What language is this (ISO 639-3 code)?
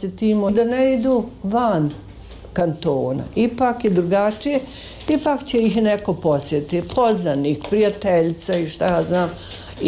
bos